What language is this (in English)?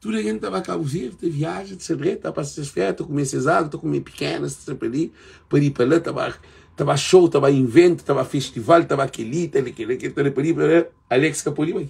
Kabuverdianu